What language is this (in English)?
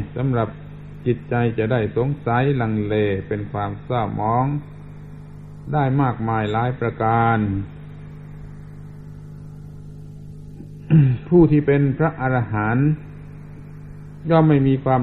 Thai